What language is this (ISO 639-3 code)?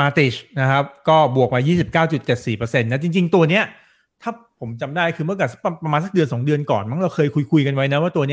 tha